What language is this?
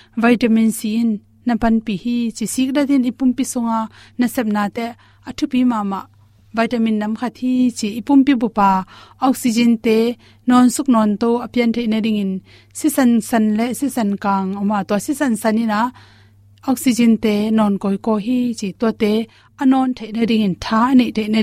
Tedim Chin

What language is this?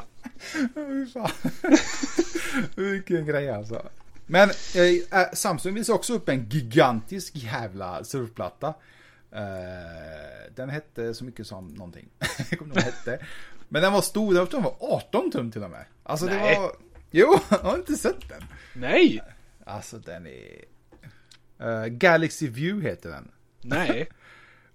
Swedish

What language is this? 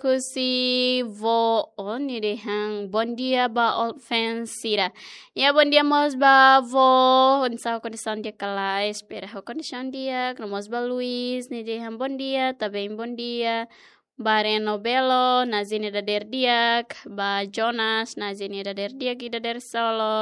Tetum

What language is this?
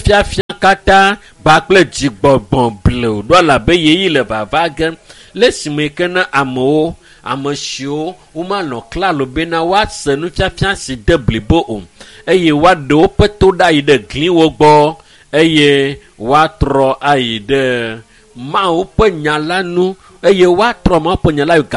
Ewe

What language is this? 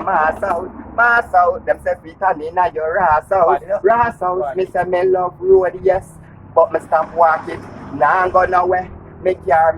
Jamaican Creole English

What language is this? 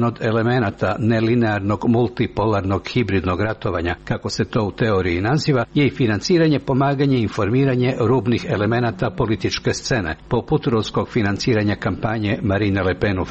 Croatian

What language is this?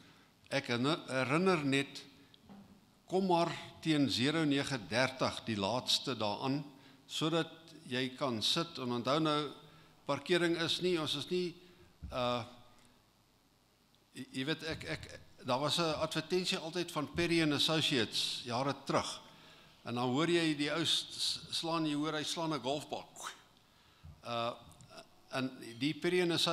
Afrikaans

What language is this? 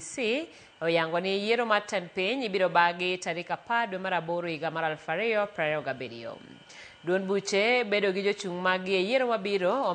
Luo (Kenya and Tanzania)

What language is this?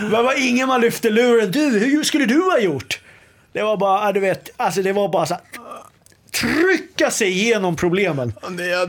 Swedish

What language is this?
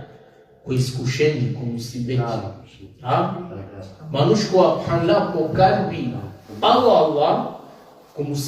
Balkan Romani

